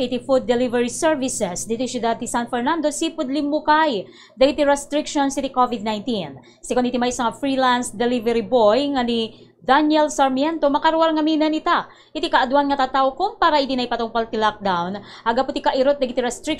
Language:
Iloko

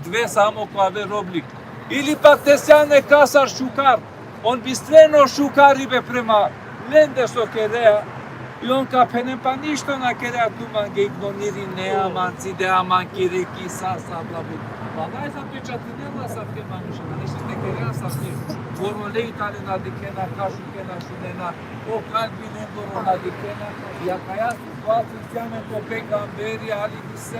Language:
Balkan Romani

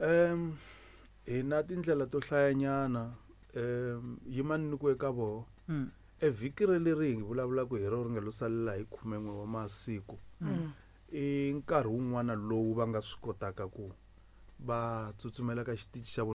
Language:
Tsonga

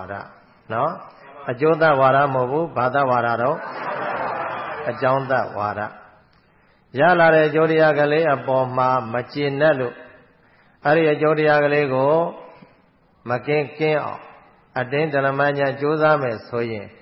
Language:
Burmese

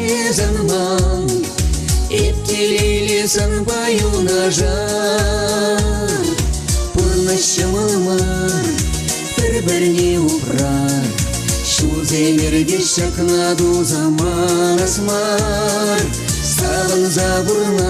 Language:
Chuvash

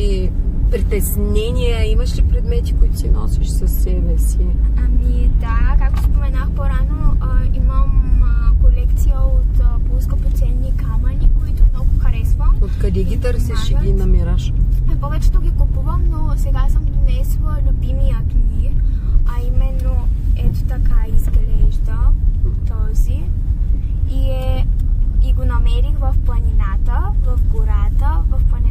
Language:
Bulgarian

